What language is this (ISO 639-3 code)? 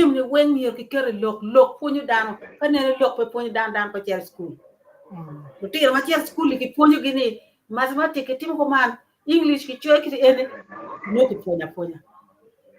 ach